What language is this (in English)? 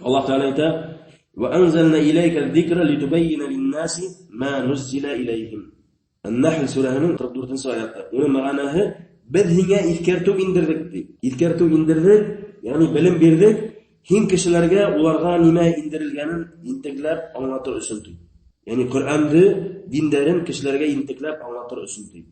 Bashkir